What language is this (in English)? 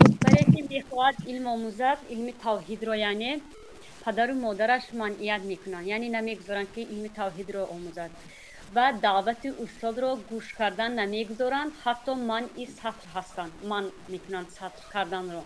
Tajik